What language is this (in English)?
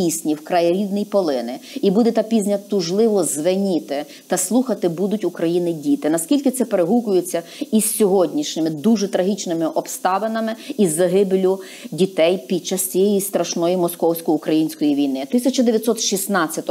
Ukrainian